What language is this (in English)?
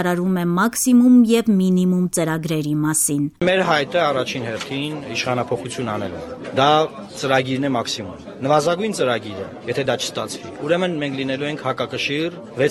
Armenian